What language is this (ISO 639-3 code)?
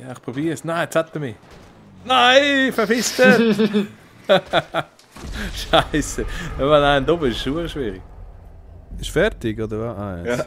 gsw